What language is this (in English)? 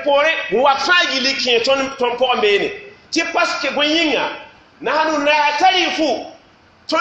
Mossi